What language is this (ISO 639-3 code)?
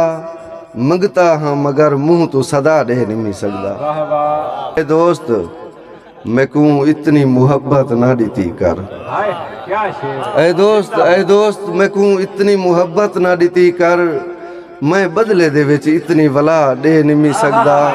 skr